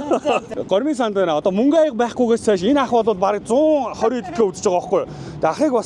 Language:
Mongolian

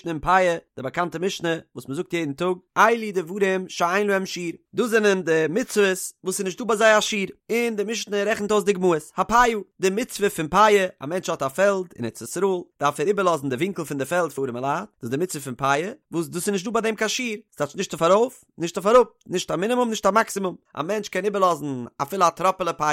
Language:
Yiddish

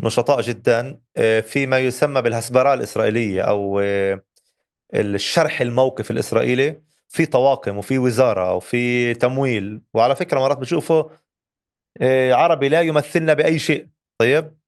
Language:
North Levantine Arabic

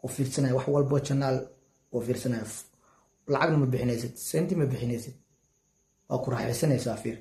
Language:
Somali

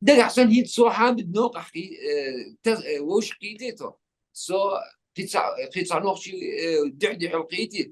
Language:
Chechen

